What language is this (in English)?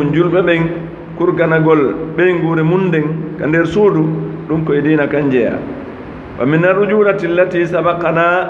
Fula